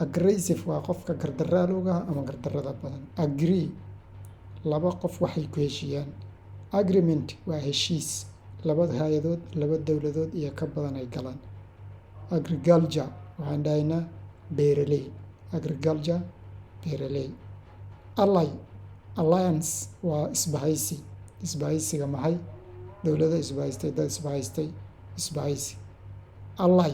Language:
Somali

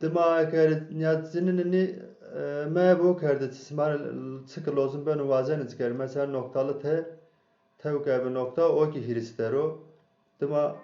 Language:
Zaza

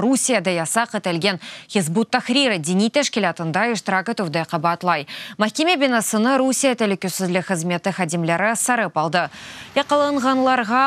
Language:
Crimean Tatar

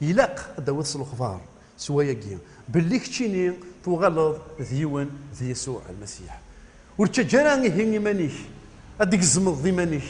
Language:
Kabyle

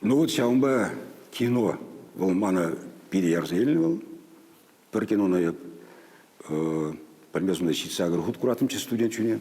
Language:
Chuvash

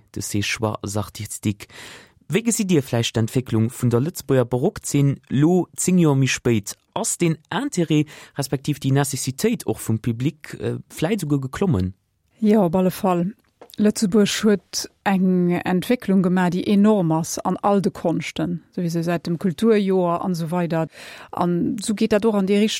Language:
Luxembourgish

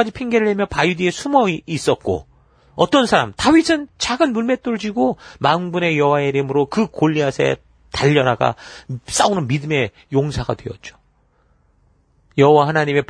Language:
Korean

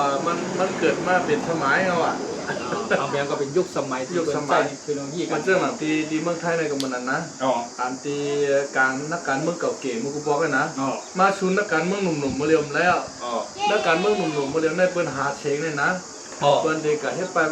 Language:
Shan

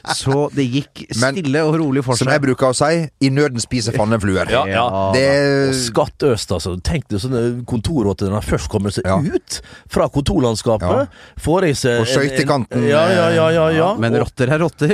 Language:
Norwegian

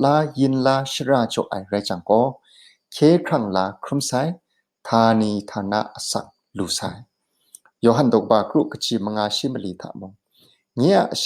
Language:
Kachin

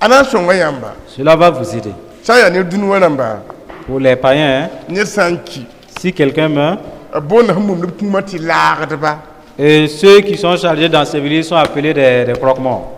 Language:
Mossi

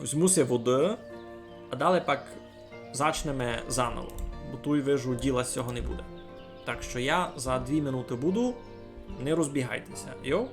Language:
Rusyn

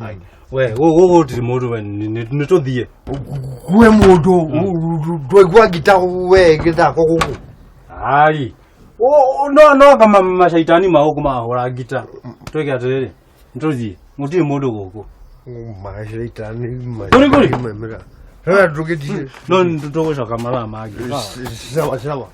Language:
Kikuyu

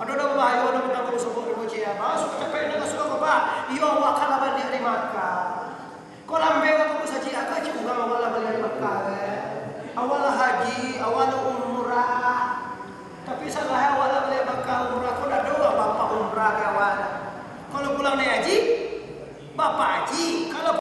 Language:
Minangkabau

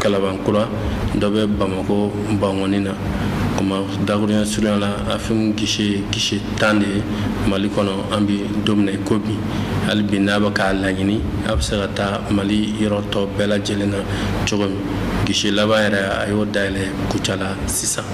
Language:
Bambara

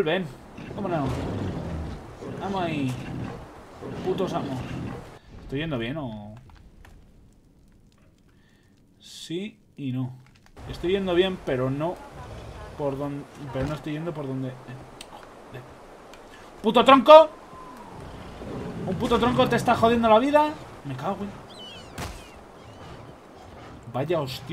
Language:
Spanish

